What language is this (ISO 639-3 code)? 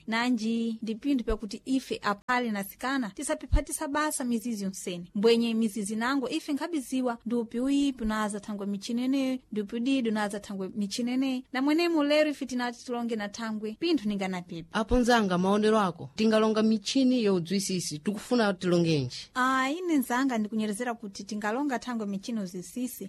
seh